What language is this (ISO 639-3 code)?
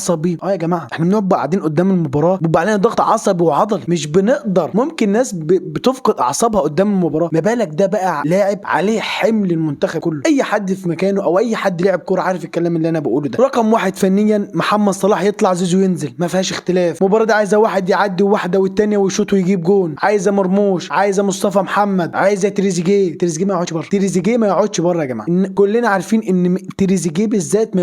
arz